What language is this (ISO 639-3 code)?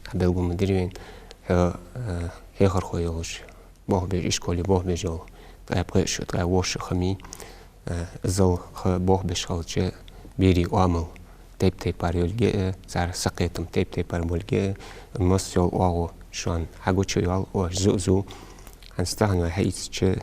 inh